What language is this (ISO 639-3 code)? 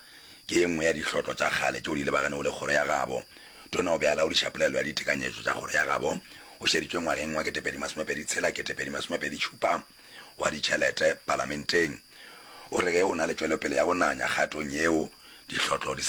nso